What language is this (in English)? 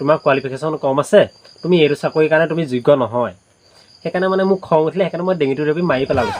Assamese